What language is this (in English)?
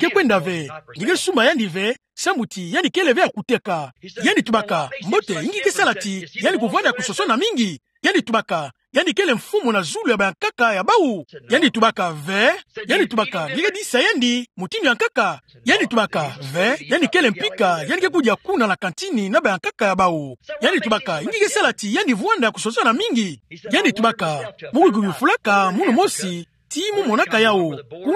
Kituba (Democratic Republic of Congo)